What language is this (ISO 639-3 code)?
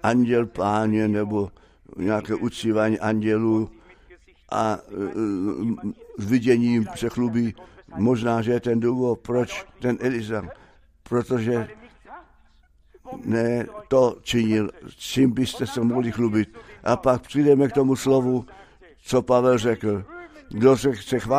ces